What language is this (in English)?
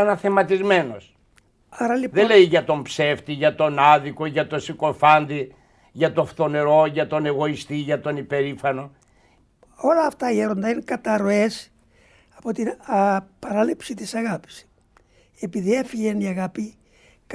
Greek